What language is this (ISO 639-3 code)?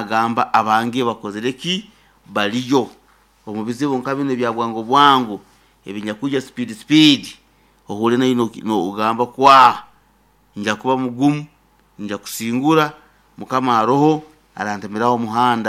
nyo